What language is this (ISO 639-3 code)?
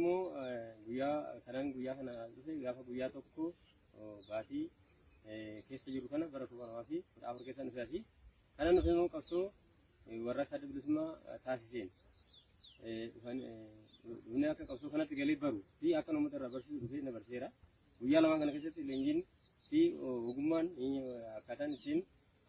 orm